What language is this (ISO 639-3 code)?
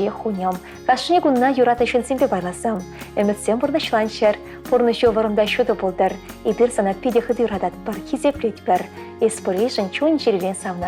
chv